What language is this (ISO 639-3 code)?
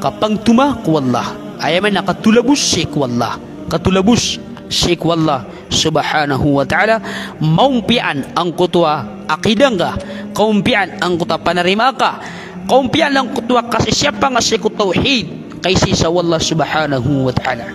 mrw